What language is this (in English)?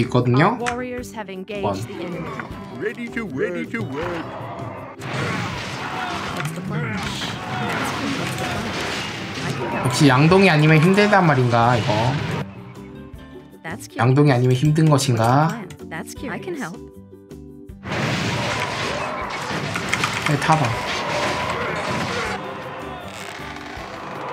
Korean